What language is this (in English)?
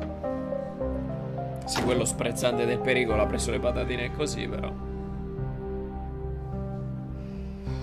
Italian